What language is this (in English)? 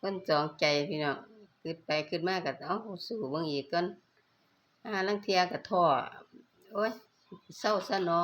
Northeastern Thai